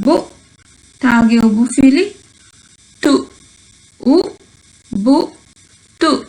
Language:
Divehi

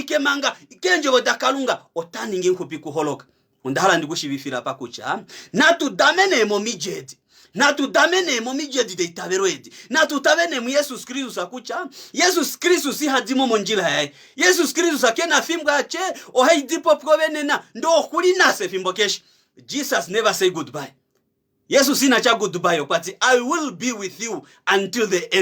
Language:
Kuanyama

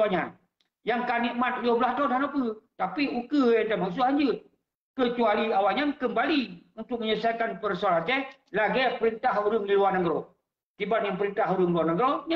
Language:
Achinese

